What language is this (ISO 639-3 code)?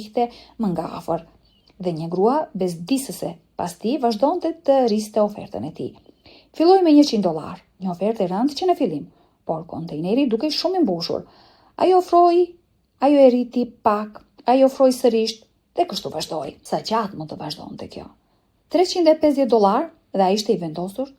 sqi